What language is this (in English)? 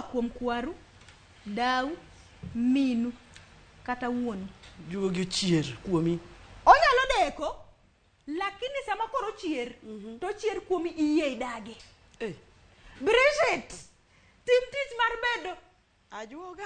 Luo (Kenya and Tanzania)